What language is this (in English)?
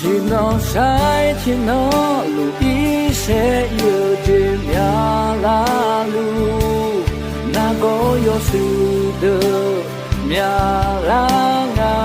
Akha